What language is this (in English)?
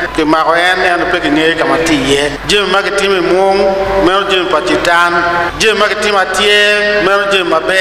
Acoli